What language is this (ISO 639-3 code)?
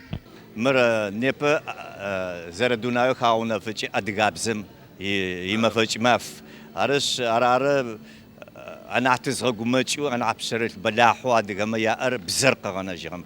ady